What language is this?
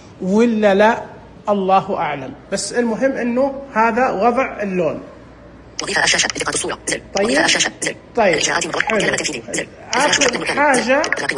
Najdi Arabic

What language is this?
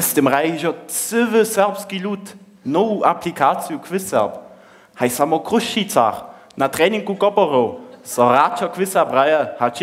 Upper Sorbian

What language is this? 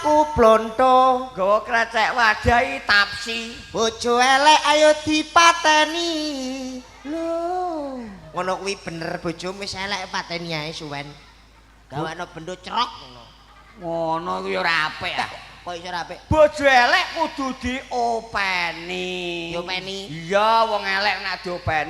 Javanese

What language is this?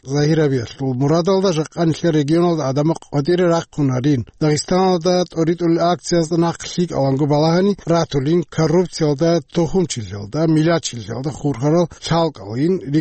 Avaric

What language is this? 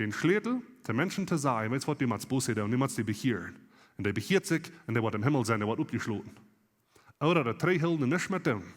Plautdietsch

